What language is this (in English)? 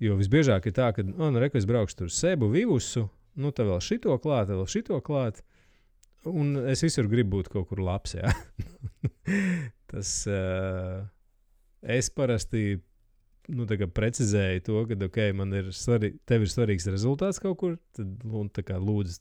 Latvian